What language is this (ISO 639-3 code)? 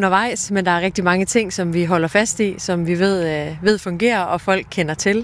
dan